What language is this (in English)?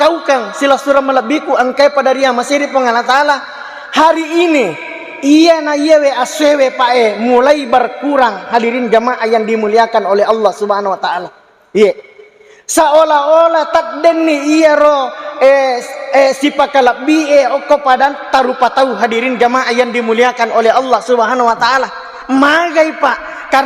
Buginese